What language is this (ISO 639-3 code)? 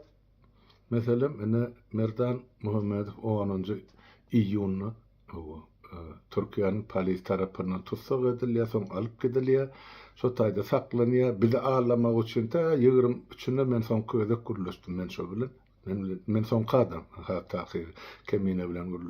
tuk